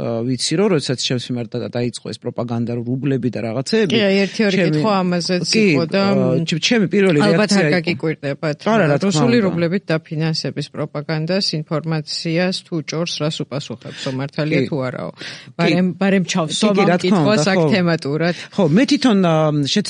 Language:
Georgian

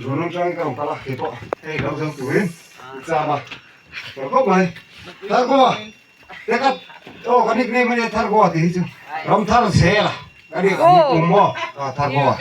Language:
Mizo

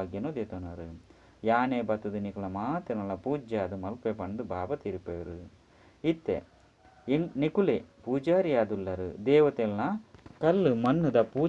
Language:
Tulu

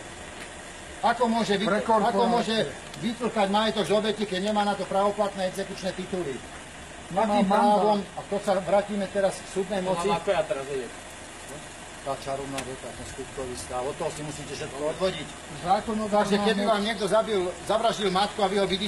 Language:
Slovak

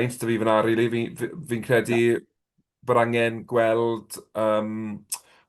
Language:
Welsh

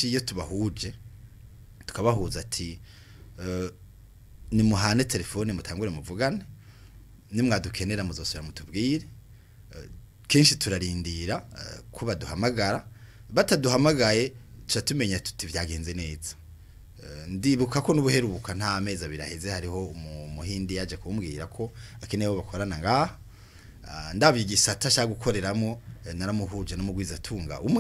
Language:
Rundi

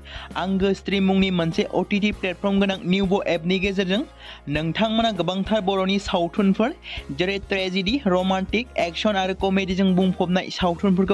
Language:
Bodo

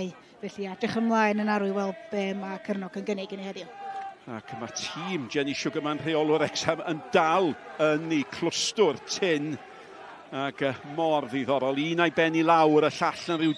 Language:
Welsh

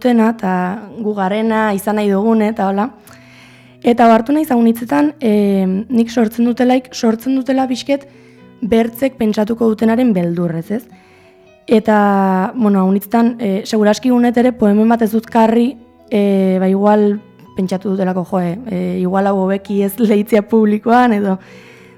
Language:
Basque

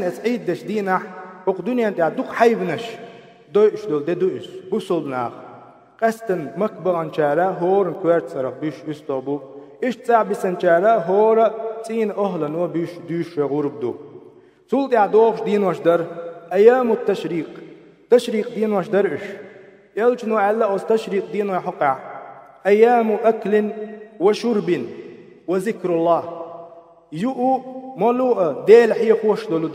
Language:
Chechen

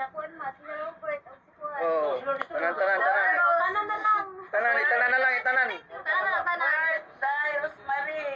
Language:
Cebuano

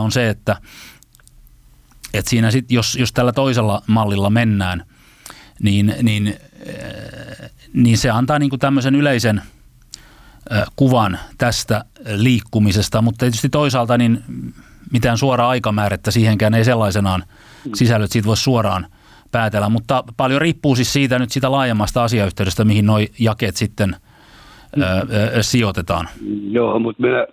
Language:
Finnish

